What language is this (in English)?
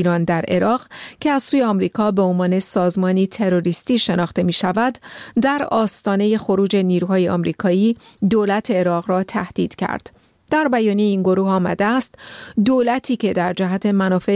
Persian